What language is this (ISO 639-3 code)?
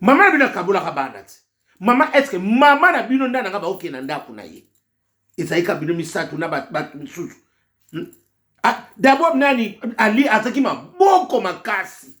lin